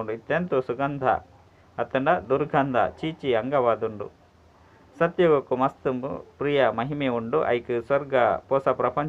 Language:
Tulu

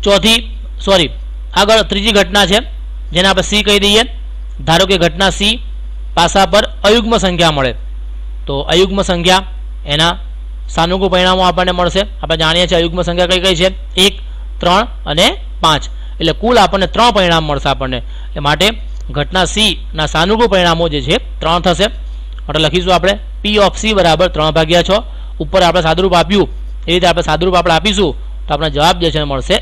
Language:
Gujarati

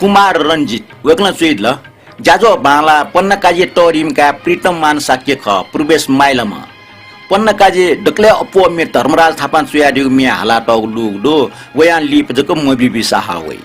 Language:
Newari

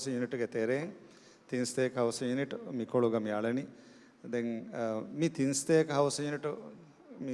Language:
Divehi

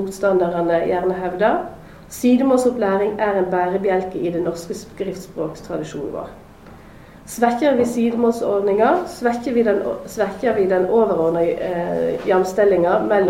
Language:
Norwegian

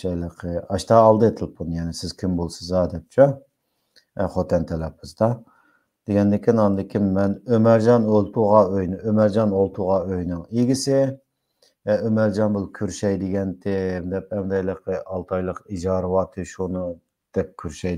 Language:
Uyghur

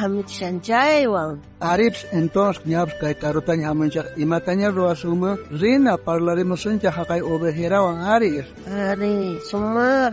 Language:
South Bolivian Quechua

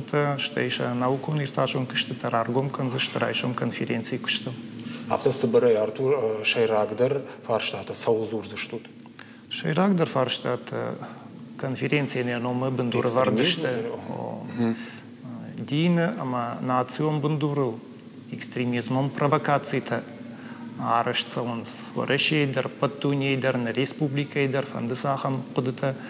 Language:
Ossetic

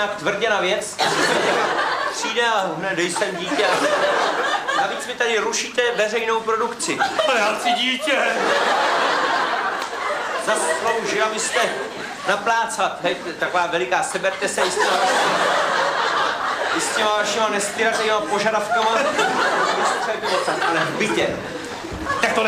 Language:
Czech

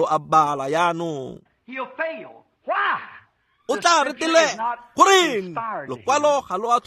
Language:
Tswana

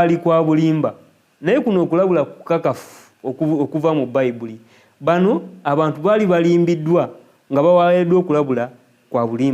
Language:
Ganda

